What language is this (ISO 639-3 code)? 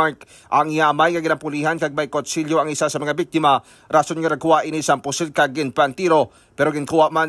hil